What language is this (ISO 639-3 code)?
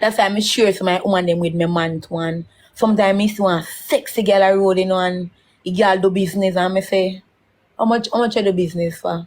jam